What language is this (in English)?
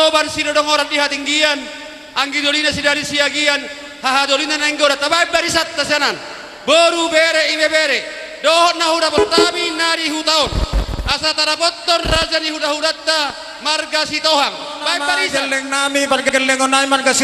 Batak Toba